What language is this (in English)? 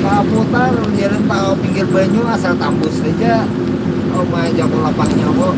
Banjar